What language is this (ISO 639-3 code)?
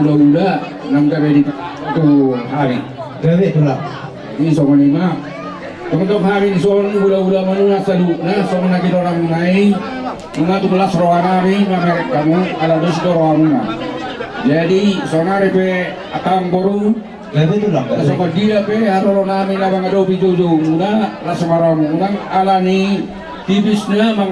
bbc